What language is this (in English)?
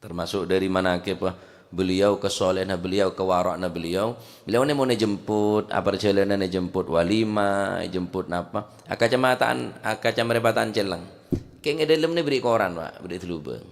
Madurese